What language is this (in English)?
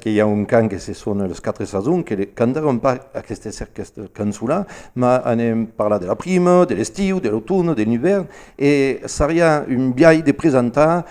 Occitan